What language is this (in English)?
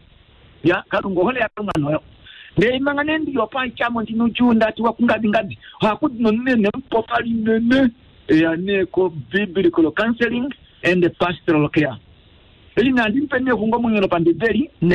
Kuanyama